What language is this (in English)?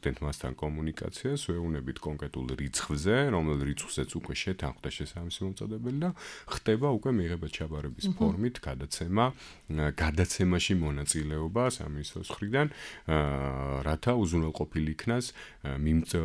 Georgian